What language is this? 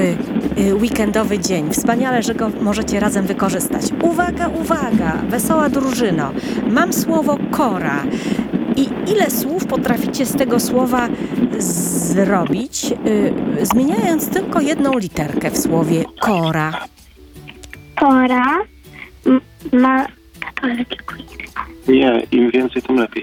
Polish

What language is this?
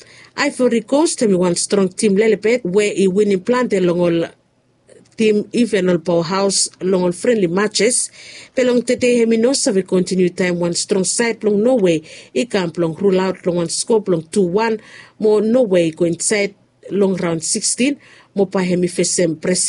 Bislama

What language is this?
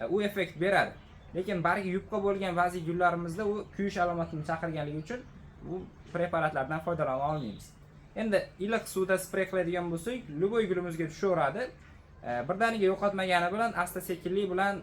Uzbek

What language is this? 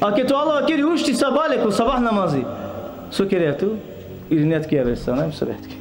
Balkan Romani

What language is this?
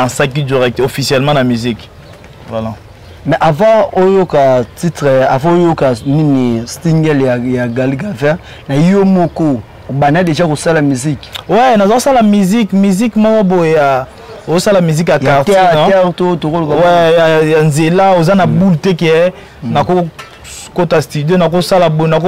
Lingala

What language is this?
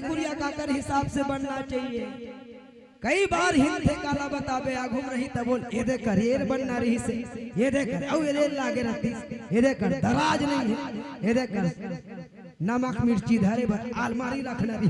Chhattisgarhi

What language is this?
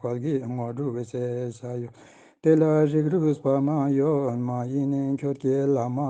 Ladakhi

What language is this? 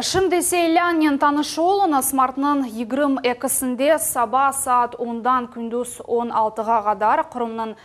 Crimean Tatar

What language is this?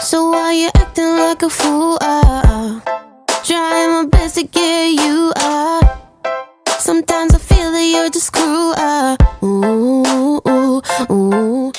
Banjar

